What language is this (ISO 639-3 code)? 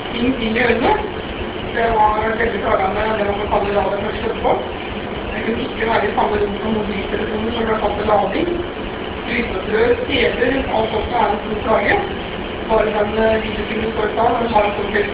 nor